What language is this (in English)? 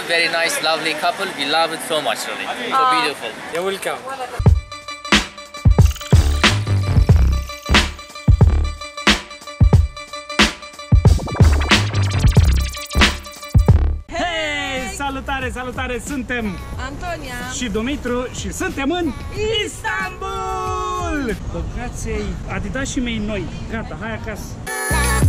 Romanian